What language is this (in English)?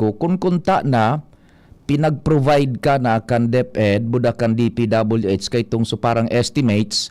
Bikol